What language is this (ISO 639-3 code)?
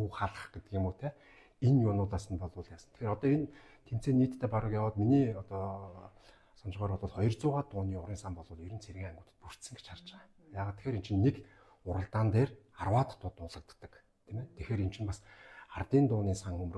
mon